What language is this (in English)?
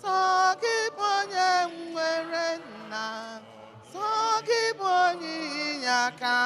Igbo